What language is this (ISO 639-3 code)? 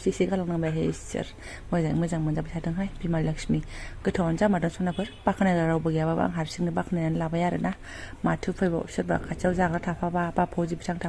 brx